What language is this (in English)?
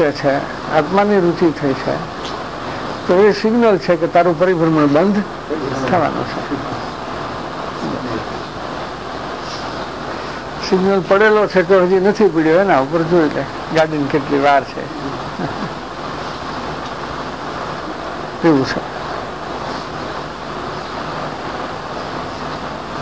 Gujarati